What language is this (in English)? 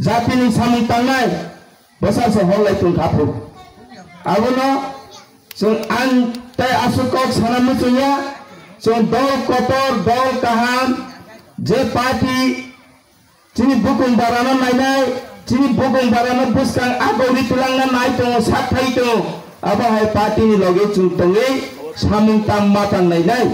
Kok Borok